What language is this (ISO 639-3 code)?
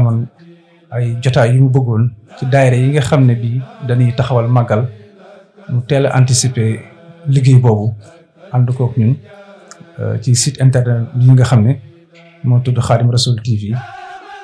wol